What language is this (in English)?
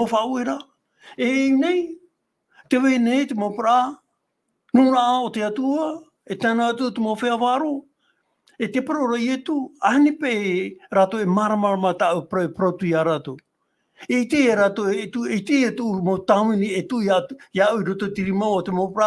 Tahitian